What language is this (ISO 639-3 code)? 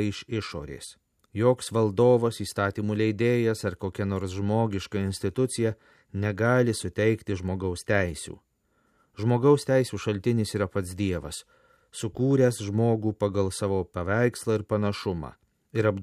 lit